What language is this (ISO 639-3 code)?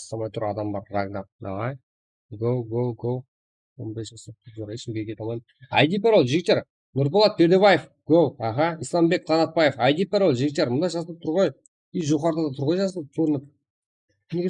kaa